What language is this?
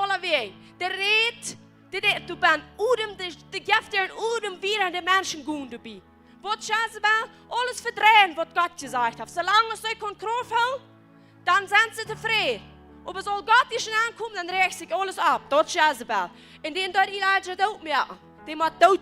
Plautdietsch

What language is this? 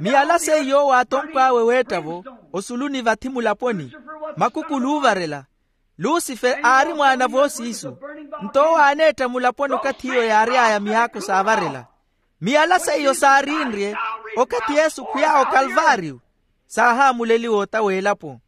Makhuwa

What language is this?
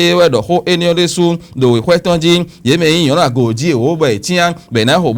Fon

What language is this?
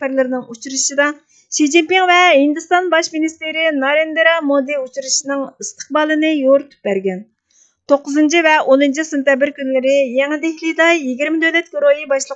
Uyghur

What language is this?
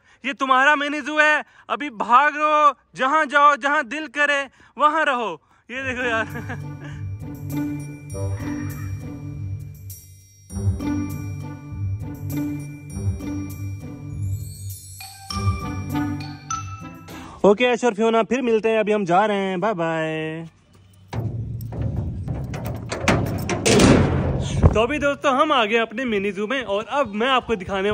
Hindi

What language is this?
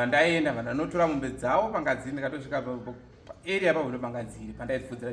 Shona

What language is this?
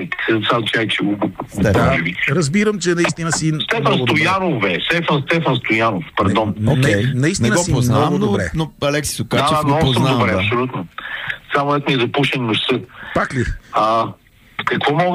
Bulgarian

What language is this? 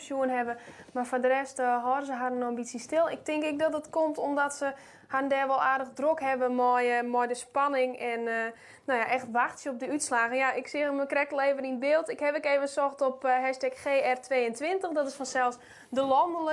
Western Frisian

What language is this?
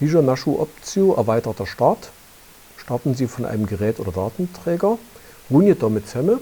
Upper Sorbian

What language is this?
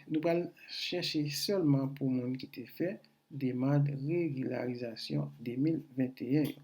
Haitian Creole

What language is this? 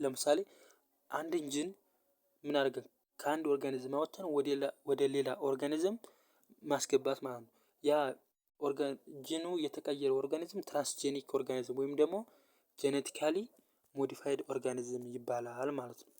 Amharic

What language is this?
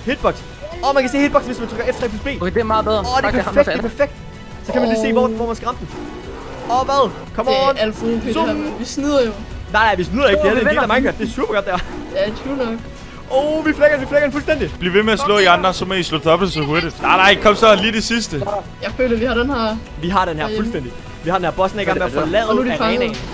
Danish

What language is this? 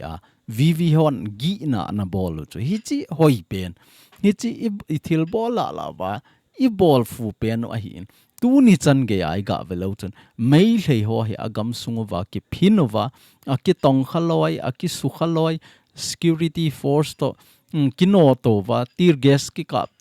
Thado Chin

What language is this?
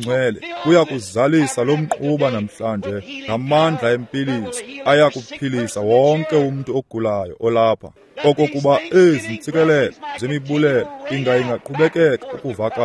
Xhosa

